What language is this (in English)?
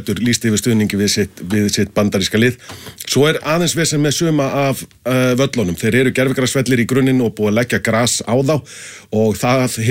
Icelandic